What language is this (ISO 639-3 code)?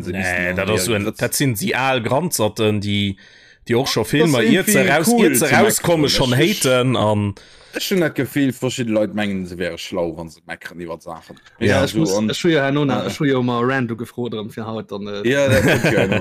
ltz